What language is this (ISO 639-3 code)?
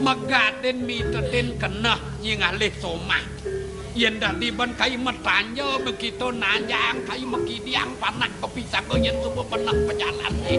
ban